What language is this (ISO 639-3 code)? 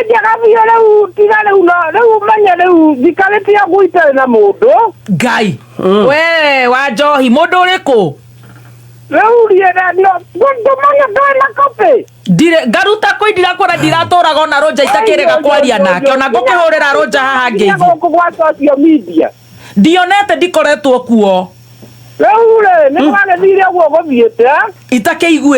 kik